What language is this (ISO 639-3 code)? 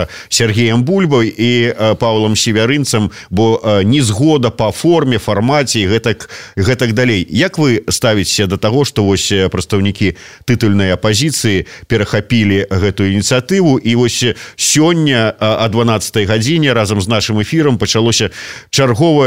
bel